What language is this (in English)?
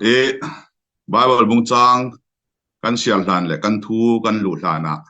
Falam Chin